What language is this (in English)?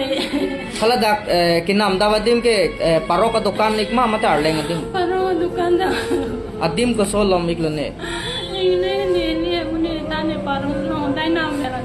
Karbi